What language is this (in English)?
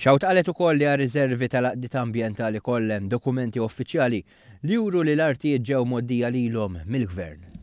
Maltese